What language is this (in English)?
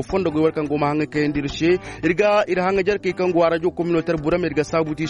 Koyraboro Senni